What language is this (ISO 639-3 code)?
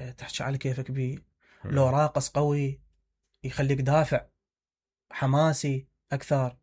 acm